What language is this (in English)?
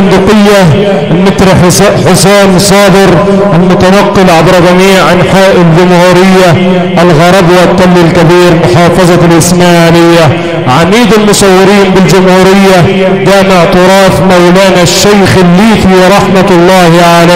Arabic